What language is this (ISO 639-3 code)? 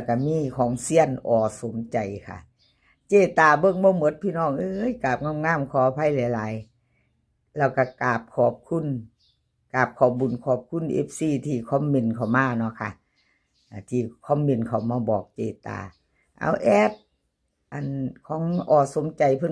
tts